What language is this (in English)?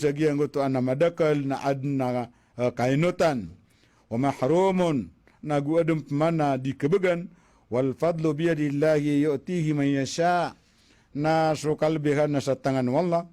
Maranao